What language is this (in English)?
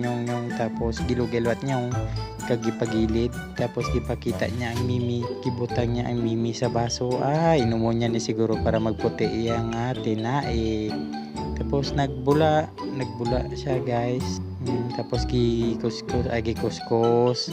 Hiligaynon